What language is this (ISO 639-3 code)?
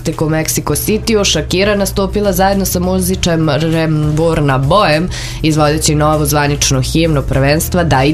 srp